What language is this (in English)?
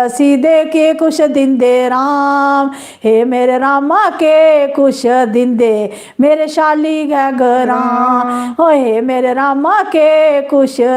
Dogri